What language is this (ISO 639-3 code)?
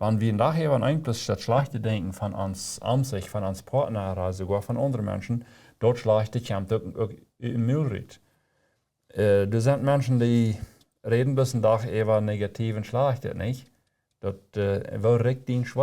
pdt